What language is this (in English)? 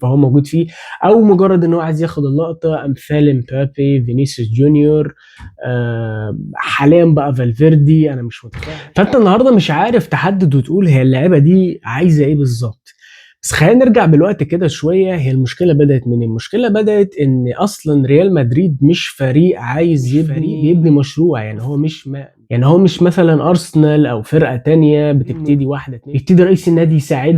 Egyptian Arabic